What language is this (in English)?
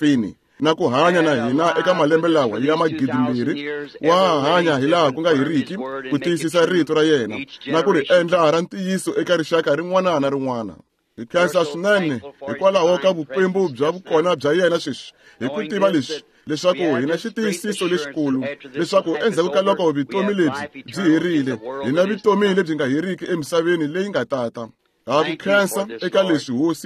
Tsonga